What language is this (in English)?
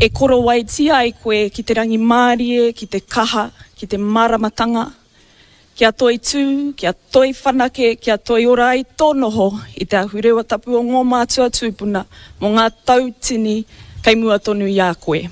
Māori